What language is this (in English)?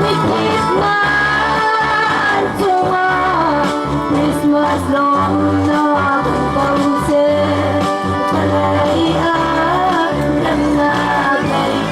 Hakha Chin